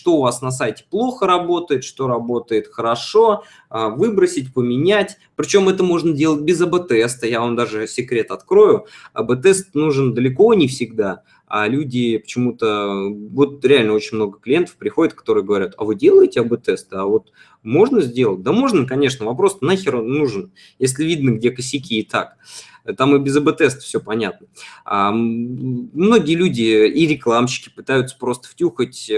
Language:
Russian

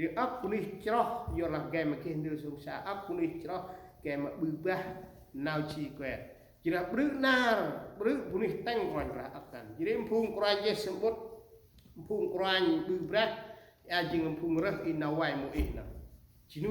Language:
Central Mnong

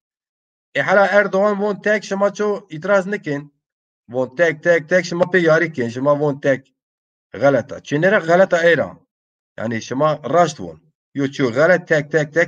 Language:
Zaza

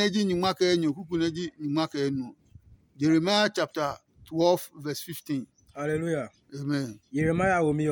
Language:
Adangme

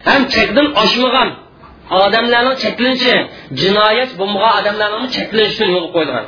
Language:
Uyghur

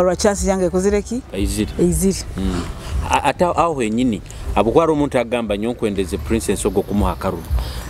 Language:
Nyoro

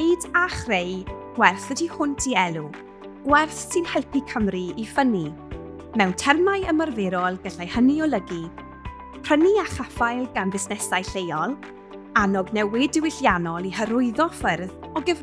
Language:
Welsh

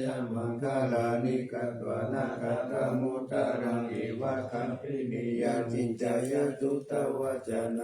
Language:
Pali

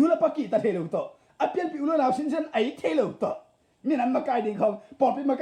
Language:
Tedim Chin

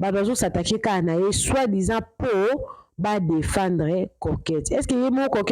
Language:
Lingala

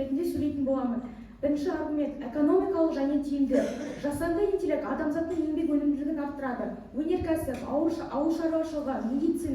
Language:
Kazakh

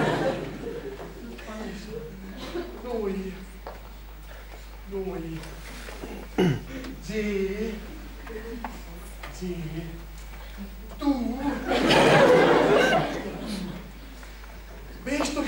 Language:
Italian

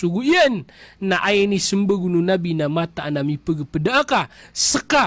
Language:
Maranao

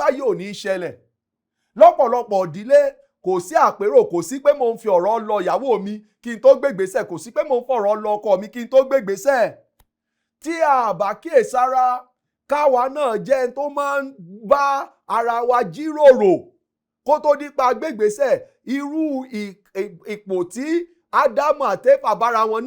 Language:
Yoruba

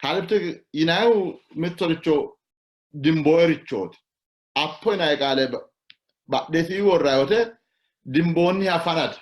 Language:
Sidamo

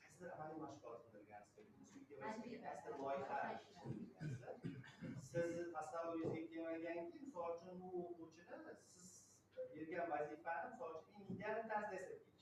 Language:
Uzbek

